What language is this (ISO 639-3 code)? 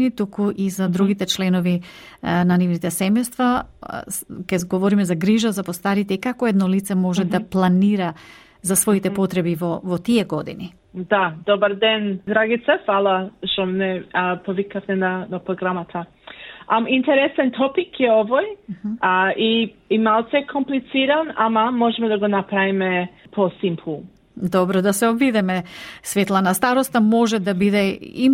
mkd